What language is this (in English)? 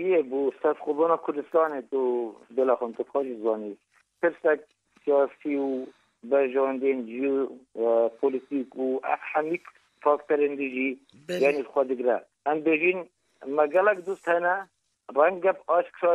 Kurdish